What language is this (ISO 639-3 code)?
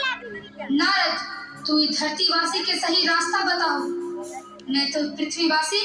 mag